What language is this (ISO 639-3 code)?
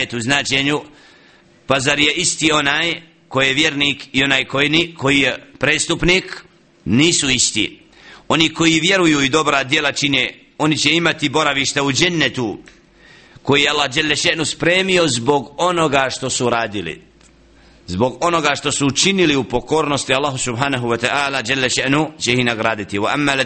bos